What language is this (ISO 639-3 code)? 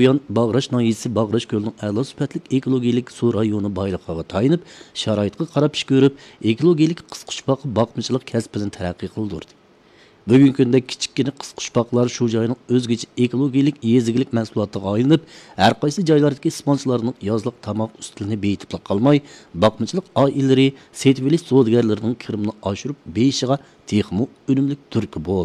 uig